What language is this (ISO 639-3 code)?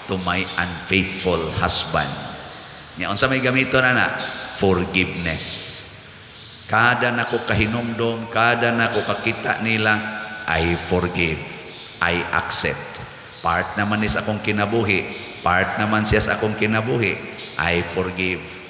ceb